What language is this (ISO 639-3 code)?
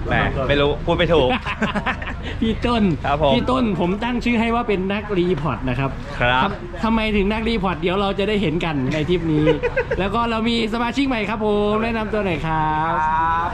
tha